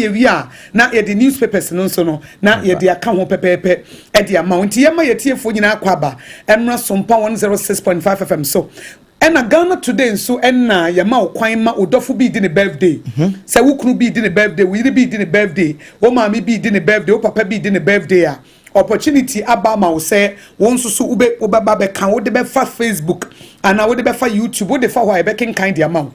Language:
Akan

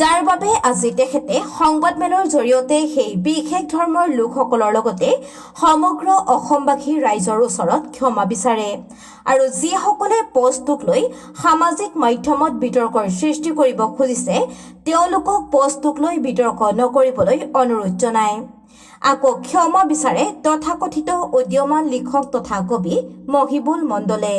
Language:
Assamese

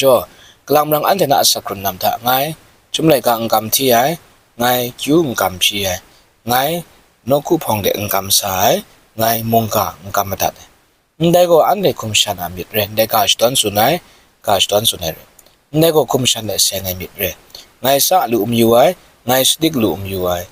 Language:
Kachin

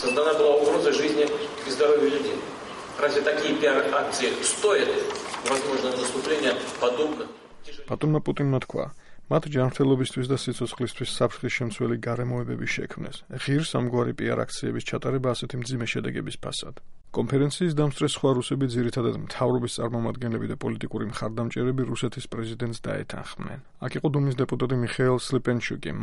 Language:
Georgian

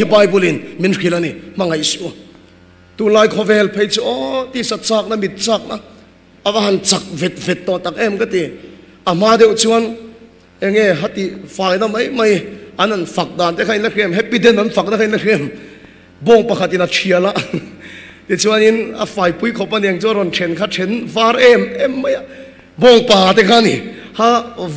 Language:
Mizo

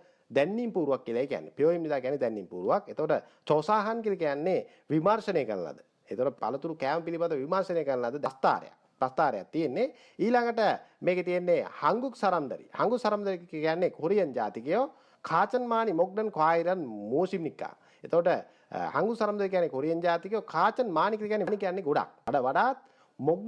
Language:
Sinhala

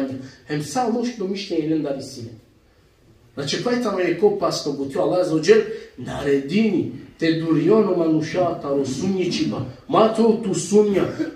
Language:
Balkan Romani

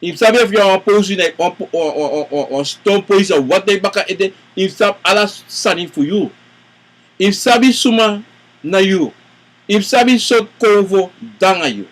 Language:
Sranan Tongo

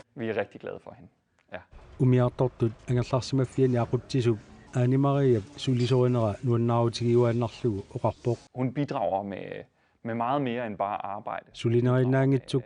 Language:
Kalaallisut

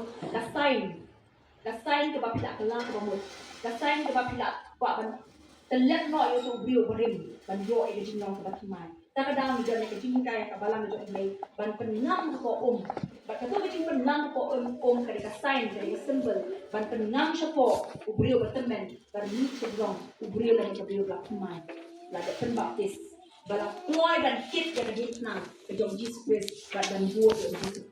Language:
Khasi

